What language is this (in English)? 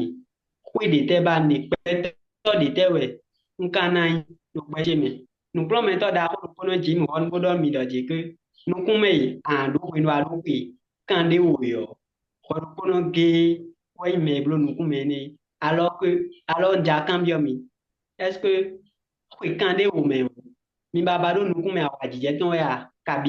Fon